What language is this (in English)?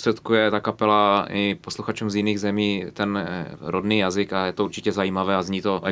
Czech